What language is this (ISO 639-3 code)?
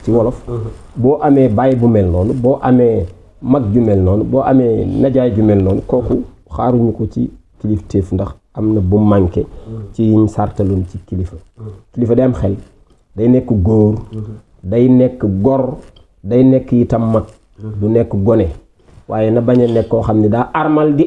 wol